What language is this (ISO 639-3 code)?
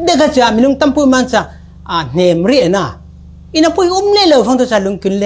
cfm